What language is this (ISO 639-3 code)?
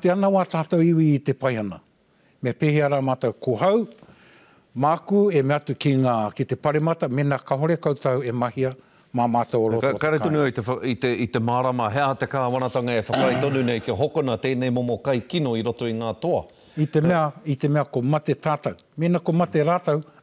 mri